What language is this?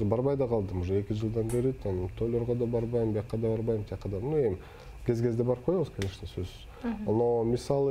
Kyrgyz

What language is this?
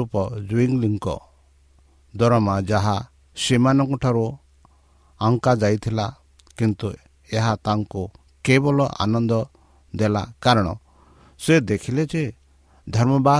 Odia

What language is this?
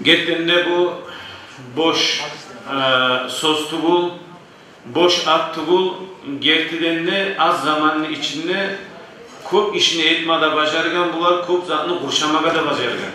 Kumyk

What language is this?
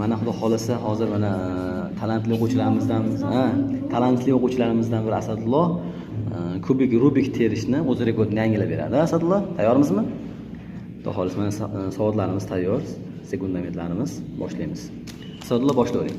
Uzbek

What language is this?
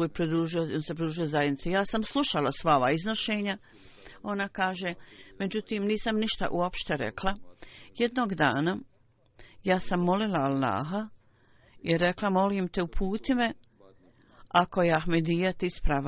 Bosnian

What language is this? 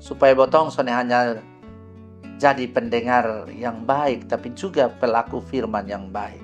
Kupang Malay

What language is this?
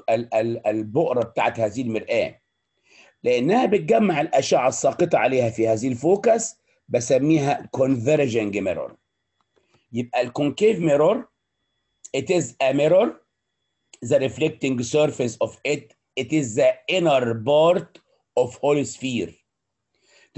Egyptian Arabic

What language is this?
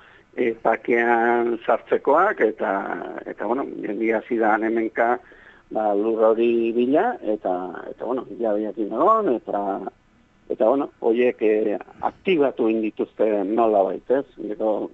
Basque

